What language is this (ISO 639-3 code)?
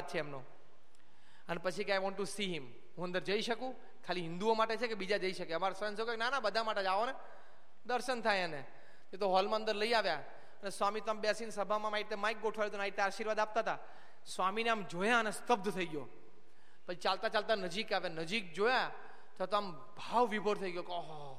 guj